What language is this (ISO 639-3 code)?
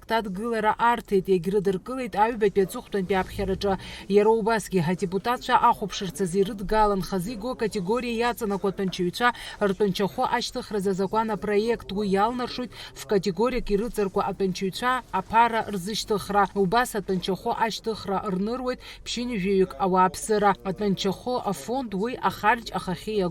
abk